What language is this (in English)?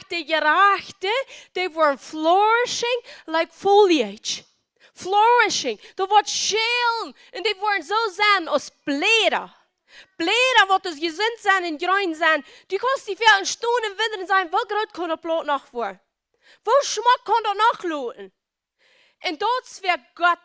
Plautdietsch